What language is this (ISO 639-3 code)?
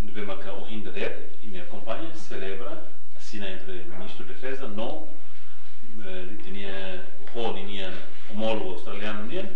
tet